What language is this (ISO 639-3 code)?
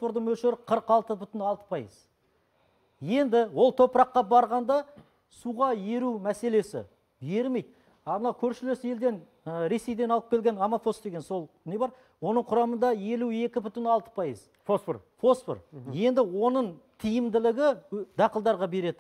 kaz